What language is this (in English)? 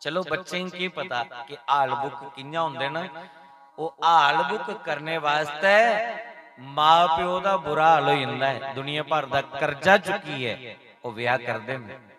Dogri